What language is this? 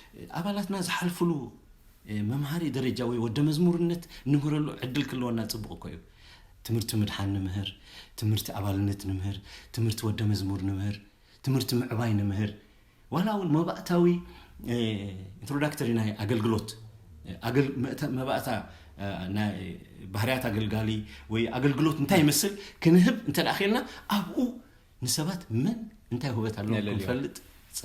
Tigrinya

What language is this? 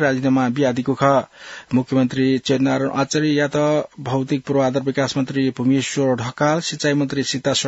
Newari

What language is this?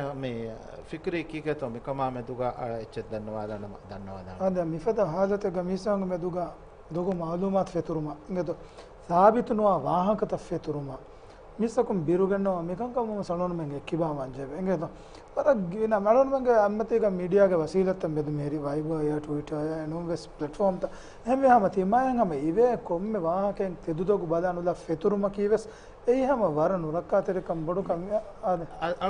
Divehi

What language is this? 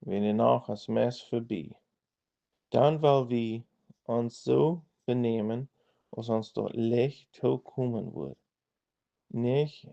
Plautdietsch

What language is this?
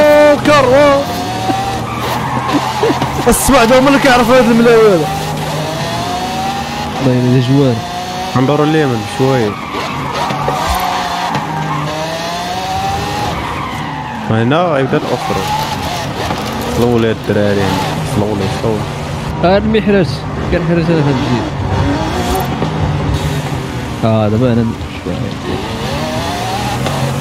Moroccan Arabic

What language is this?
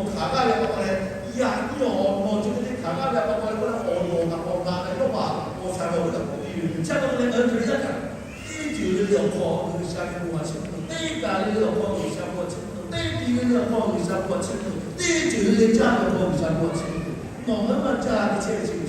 Lahu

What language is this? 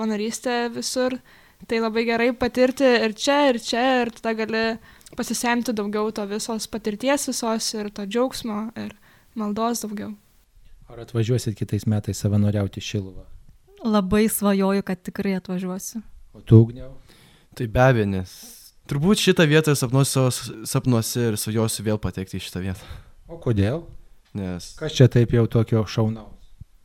Lithuanian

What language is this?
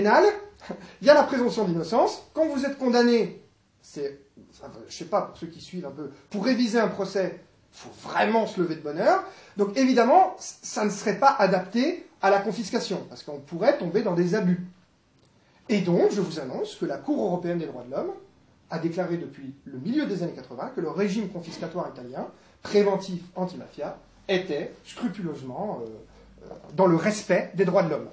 French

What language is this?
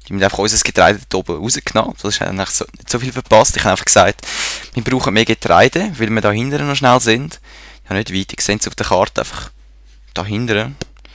Swiss German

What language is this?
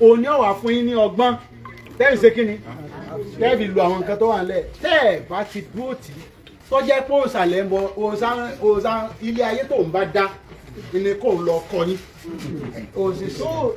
Yoruba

